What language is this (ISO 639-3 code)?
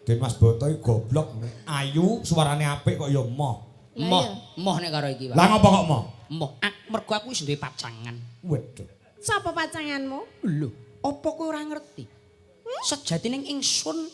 jav